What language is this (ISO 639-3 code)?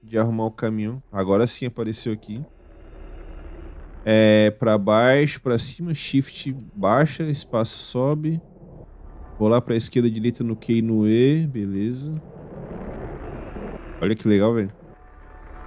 por